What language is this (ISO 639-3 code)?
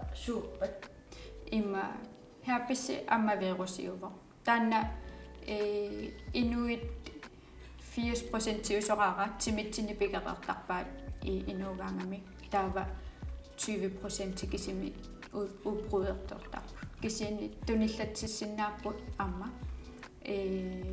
kal